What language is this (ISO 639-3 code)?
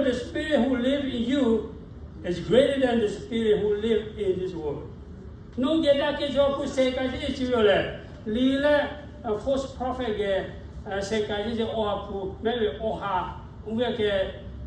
lhu